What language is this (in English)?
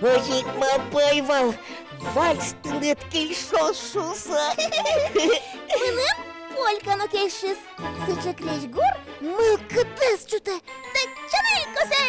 Udmurt